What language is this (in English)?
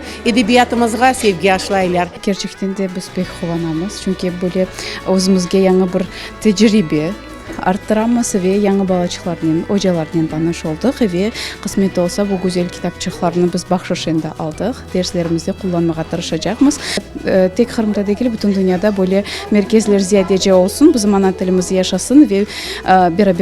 Crimean Tatar